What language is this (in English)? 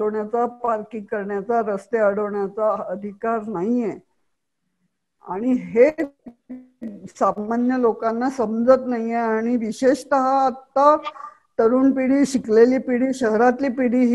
Marathi